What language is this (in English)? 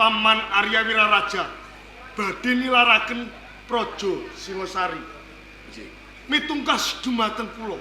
Javanese